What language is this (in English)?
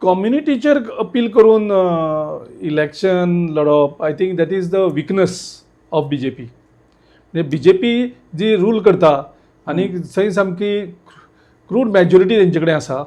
Konkani